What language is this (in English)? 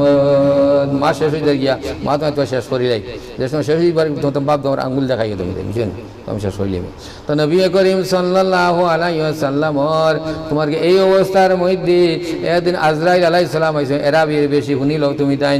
Sylheti